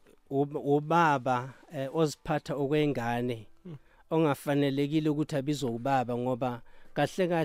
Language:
South Ndebele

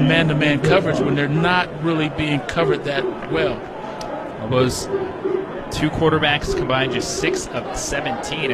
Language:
English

